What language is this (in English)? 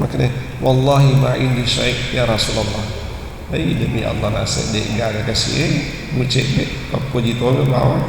Buginese